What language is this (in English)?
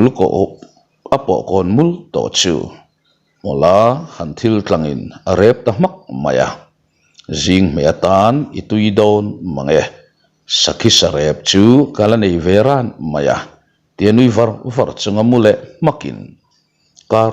Mizo